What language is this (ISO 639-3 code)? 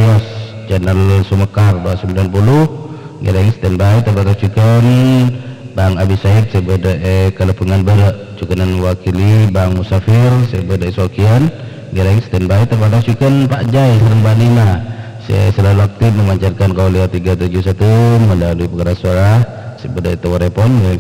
mad